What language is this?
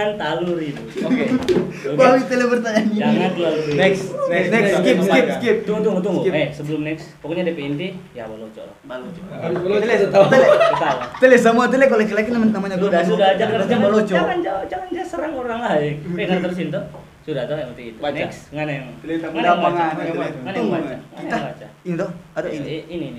Manado Malay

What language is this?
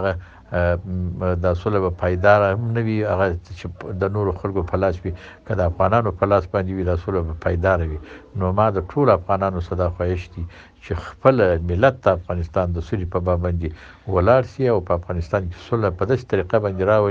Pashto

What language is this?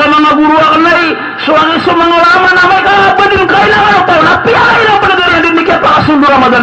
Maranao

